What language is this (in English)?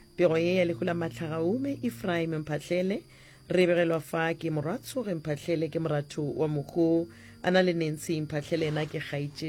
Northern Sotho